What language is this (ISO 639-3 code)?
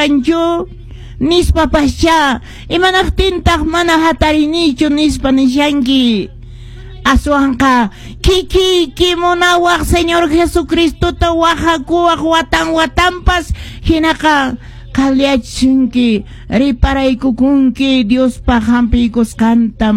que